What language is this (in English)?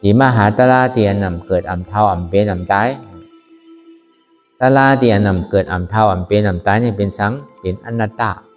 Shan